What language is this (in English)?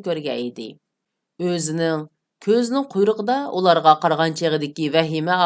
Uyghur